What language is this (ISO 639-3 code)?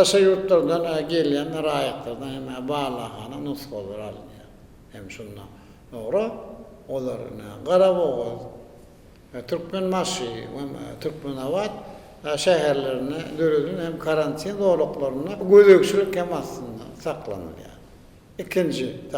tuk